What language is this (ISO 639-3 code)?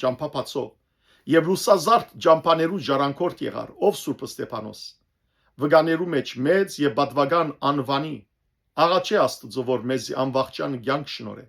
hyw